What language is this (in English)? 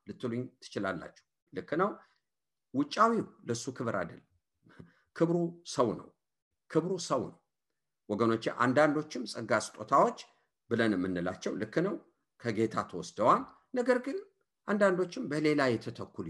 Amharic